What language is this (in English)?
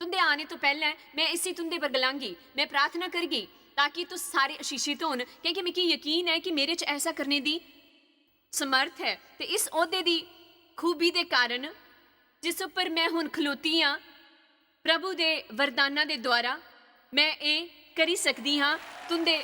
Dogri